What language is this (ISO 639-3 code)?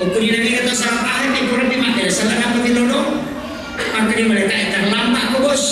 bug